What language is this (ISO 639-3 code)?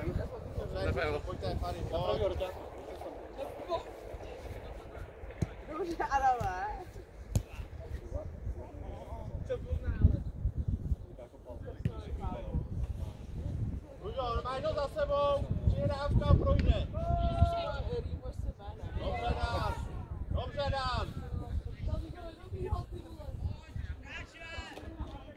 ces